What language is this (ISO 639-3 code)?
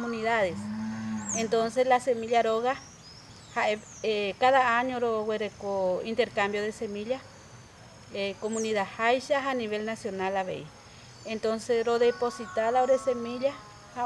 grn